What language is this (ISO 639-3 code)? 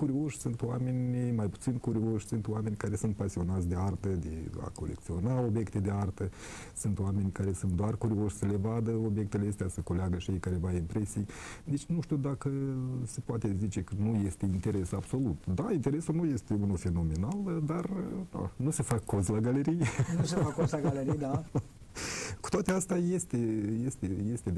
ron